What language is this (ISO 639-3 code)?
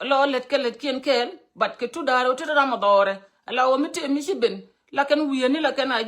nus